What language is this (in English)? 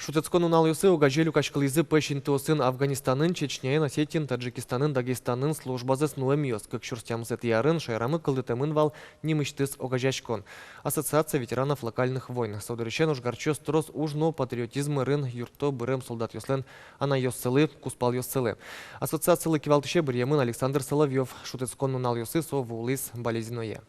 Udmurt